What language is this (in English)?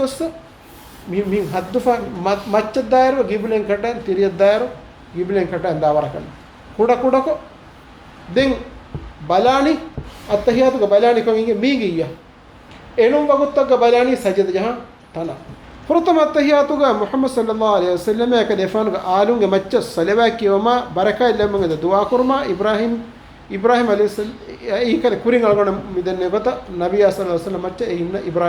Divehi